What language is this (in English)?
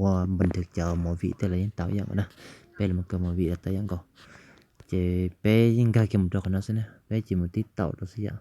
Hmong